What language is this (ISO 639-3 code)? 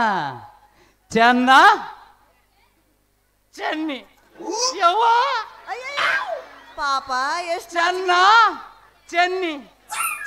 kan